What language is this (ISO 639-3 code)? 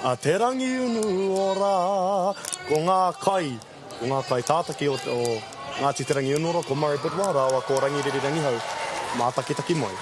mri